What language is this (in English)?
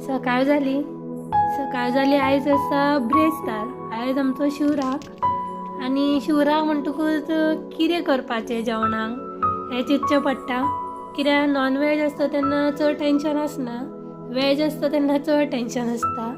Konkani